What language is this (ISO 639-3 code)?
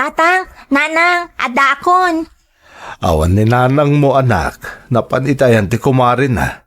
ilo